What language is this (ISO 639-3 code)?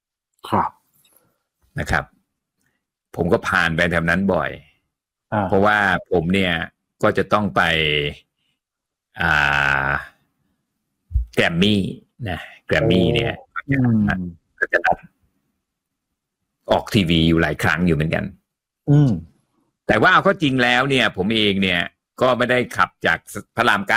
tha